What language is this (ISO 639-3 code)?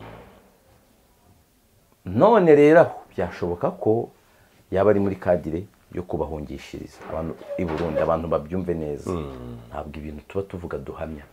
kin